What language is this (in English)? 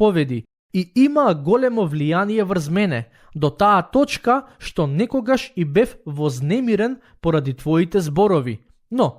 Macedonian